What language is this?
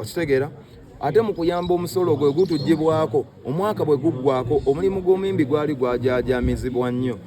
Ganda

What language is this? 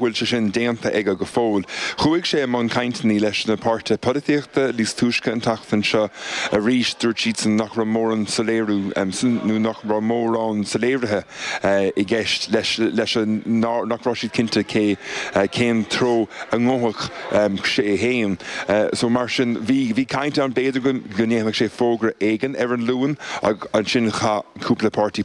Irish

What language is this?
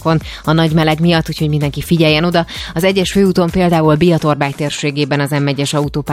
Hungarian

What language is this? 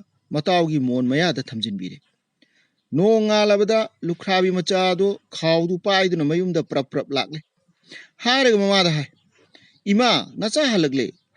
Manipuri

